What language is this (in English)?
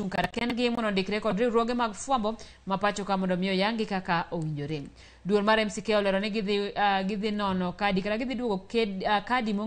Luo (Kenya and Tanzania)